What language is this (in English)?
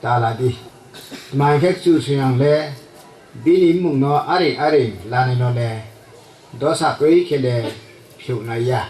Riang (India)